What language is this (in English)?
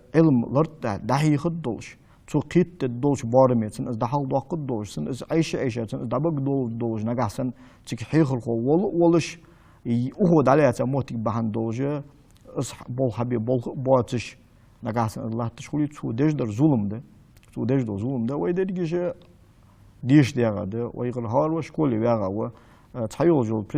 Ingush